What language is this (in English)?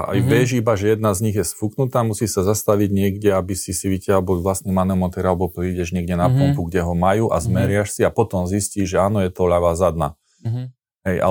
Slovak